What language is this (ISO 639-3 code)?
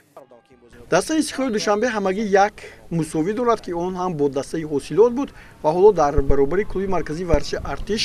tgk